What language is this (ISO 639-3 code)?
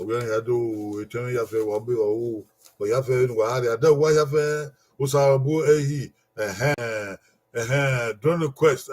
bin